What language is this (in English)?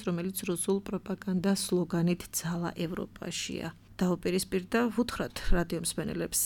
Georgian